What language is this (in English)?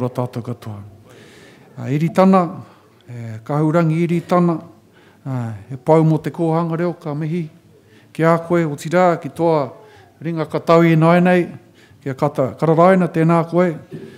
Māori